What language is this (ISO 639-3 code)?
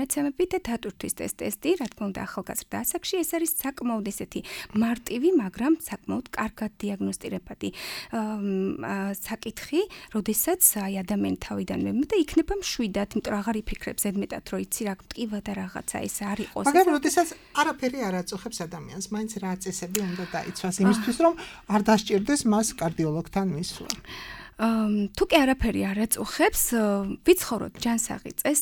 kat